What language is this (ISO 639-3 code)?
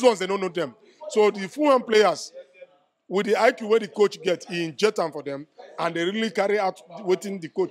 pcm